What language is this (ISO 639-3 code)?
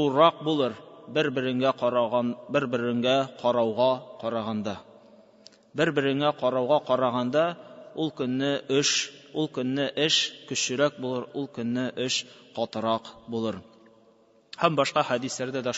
tat